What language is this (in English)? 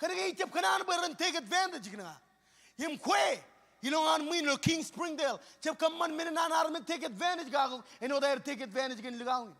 Marshallese